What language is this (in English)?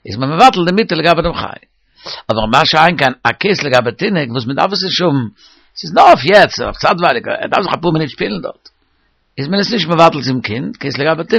Yiddish